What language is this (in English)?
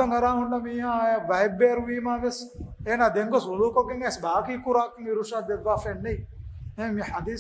Divehi